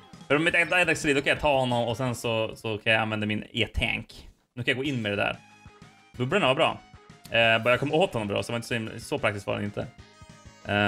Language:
Swedish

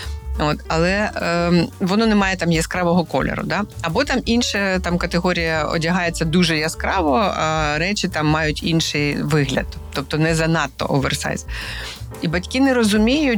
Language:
Ukrainian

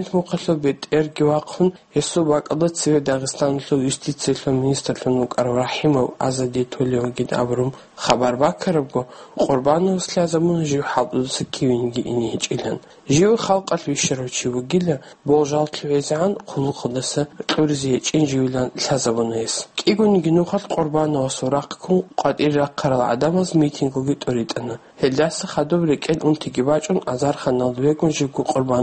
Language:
Avaric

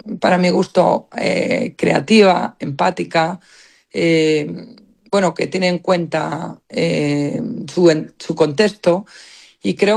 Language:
Spanish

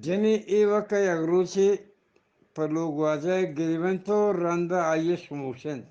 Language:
Eastern Balochi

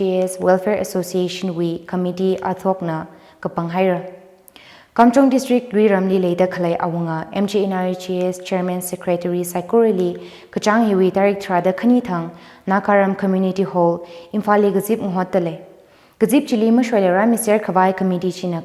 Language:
Tangkhul Naga (India)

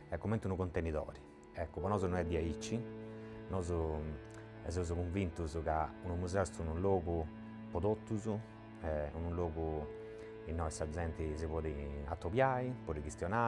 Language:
Sardinian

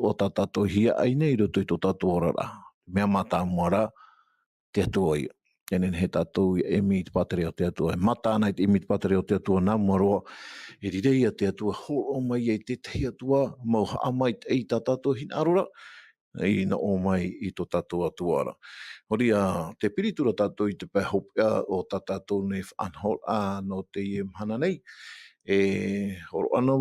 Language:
Tahitian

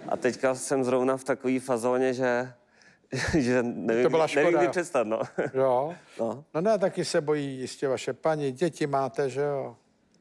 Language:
Czech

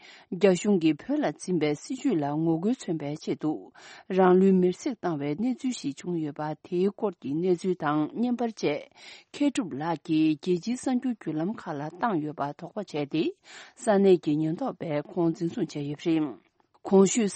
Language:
Tibetan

